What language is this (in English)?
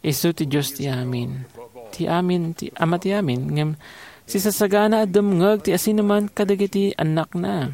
Iloko